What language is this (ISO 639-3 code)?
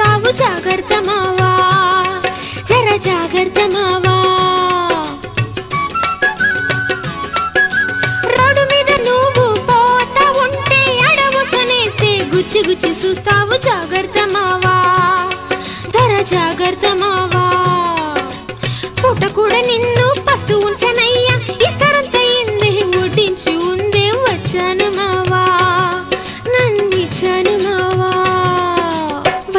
tel